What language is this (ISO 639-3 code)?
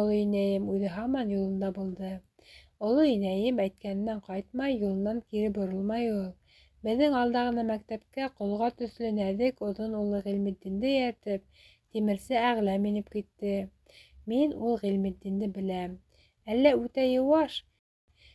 bak